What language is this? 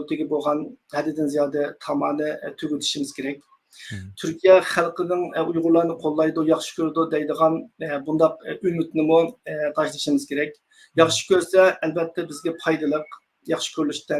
Uyghur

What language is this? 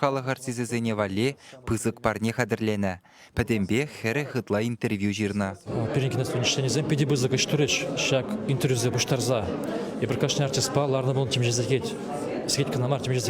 Chuvash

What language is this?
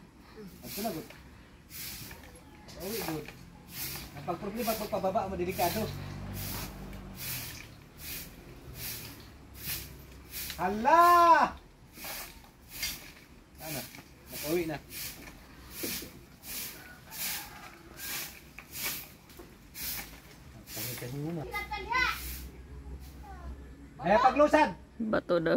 Filipino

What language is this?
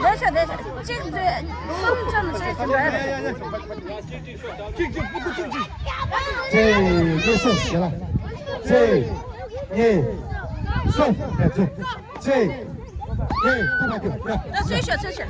Tibetan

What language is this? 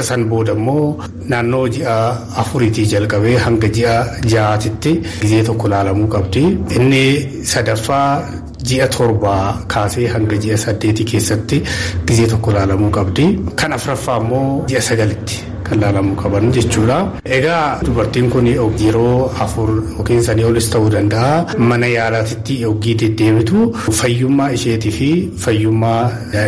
Oromo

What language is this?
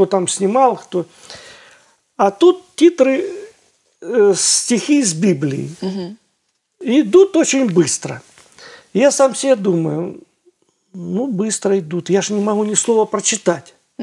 Russian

